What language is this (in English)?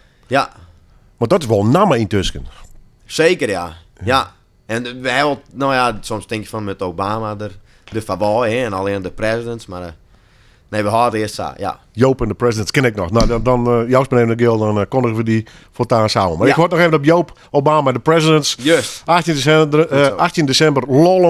Western Frisian